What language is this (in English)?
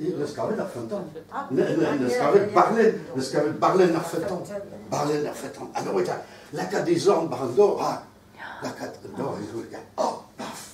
Breton